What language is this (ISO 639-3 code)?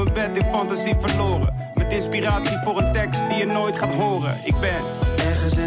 nld